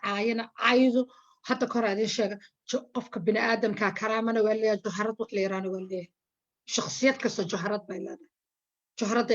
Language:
Somali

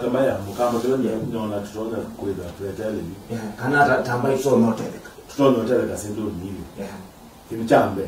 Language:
Kamba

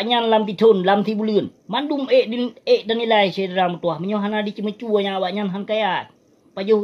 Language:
Achinese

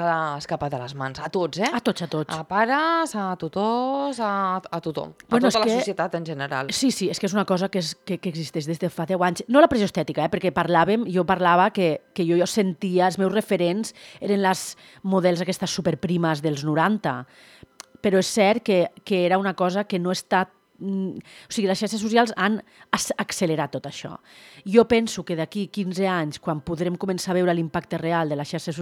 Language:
Catalan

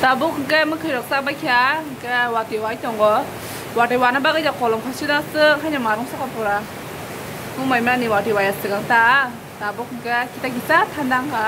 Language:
Kok Borok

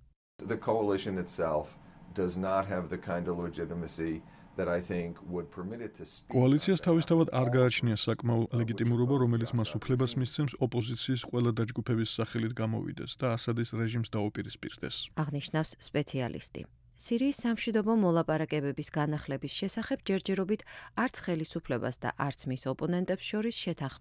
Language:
Georgian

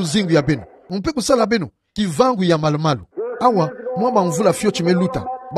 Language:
Kituba (Democratic Republic of Congo)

